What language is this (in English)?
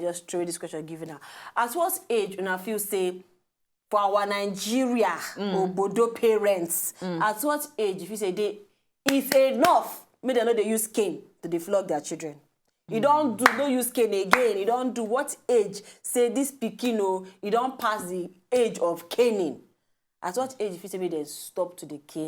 Nigerian Pidgin